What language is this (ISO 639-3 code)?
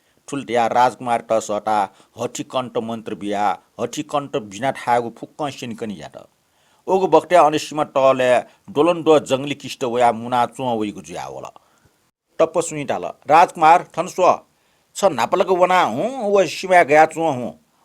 new